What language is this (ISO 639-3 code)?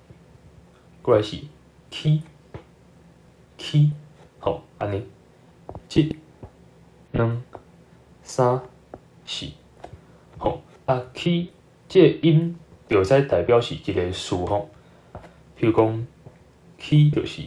nan